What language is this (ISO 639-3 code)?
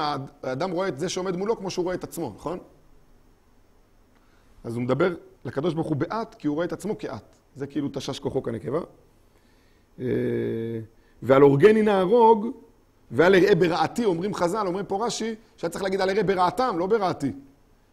heb